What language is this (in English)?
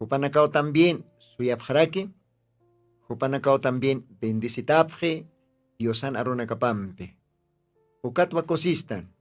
Aymara